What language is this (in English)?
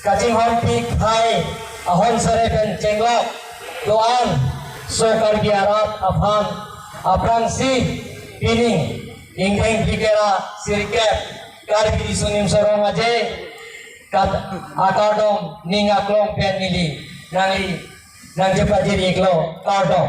Karbi